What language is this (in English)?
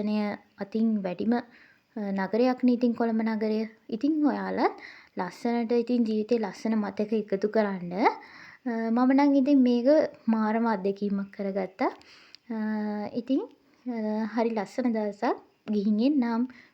Sinhala